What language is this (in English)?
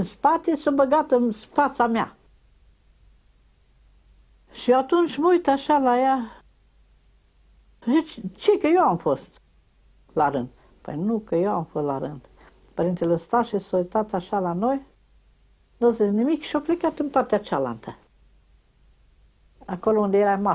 Romanian